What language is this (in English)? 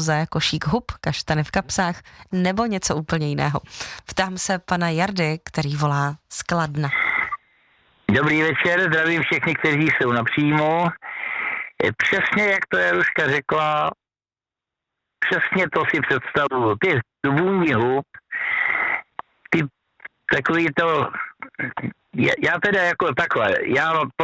Czech